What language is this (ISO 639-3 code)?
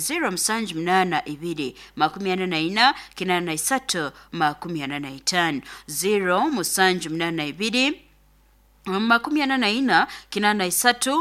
nyo